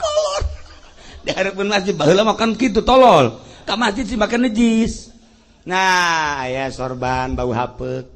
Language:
Sundanese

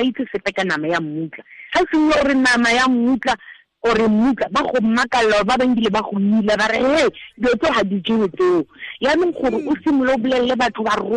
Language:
Tswana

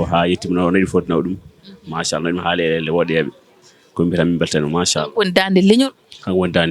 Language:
Fula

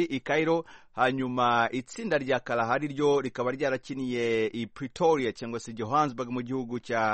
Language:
Kinyarwanda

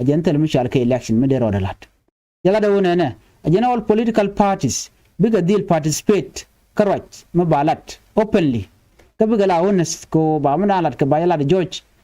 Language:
Nuer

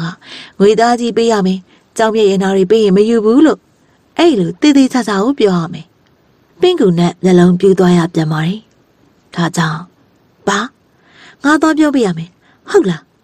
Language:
Burmese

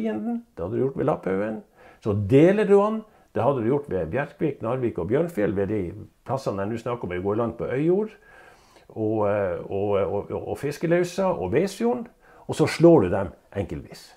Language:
Norwegian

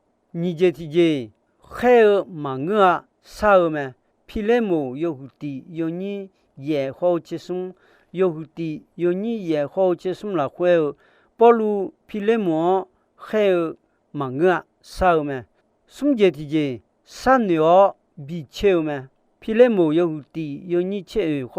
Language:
Akha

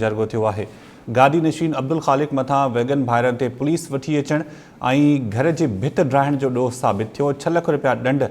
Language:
Sindhi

